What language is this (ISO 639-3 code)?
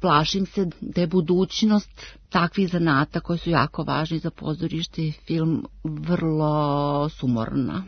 srp